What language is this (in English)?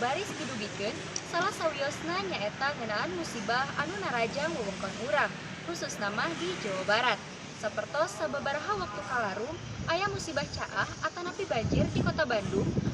Sundanese